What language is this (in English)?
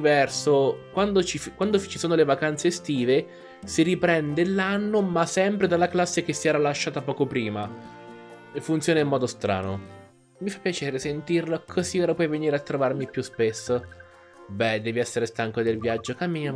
Italian